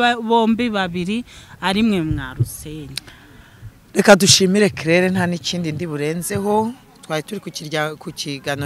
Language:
Kinyarwanda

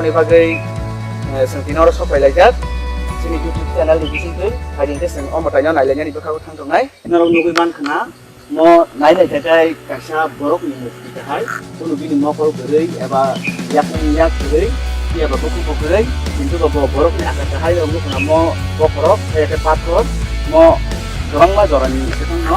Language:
Kok Borok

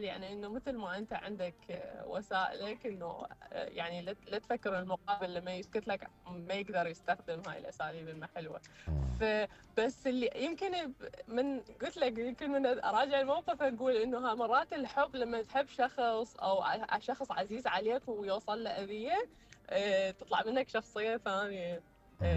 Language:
Mesopotamian Arabic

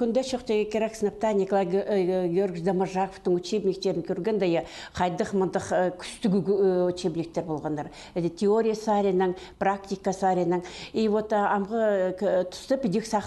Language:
Khakas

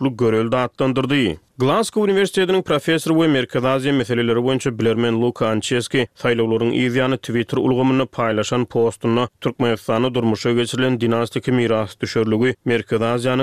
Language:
Turkmen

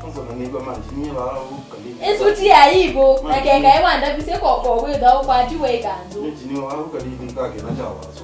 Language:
Kamba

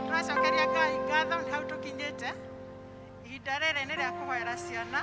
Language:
Kikuyu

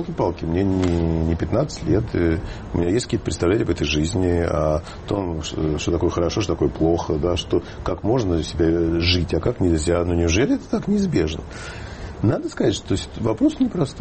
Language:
Russian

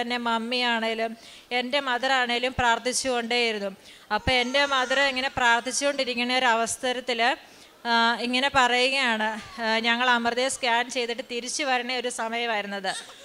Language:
Malayalam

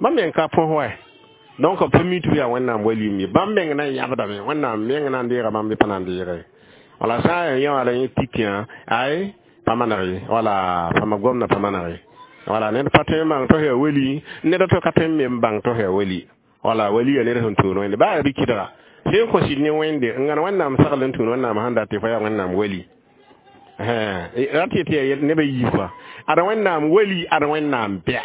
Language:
Mossi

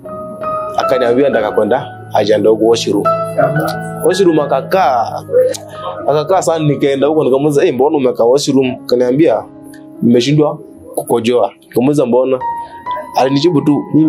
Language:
Swahili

